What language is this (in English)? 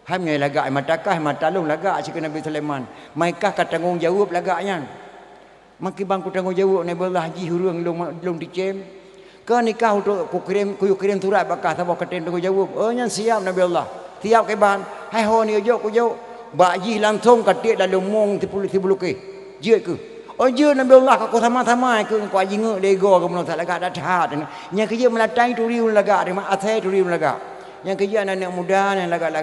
Achinese